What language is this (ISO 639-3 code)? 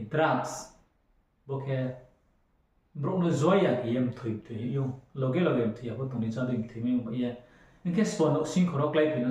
ria